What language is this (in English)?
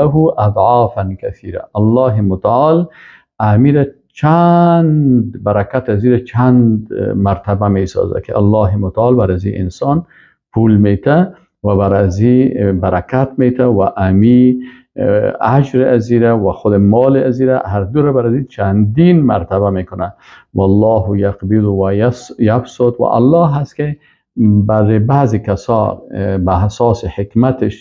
Persian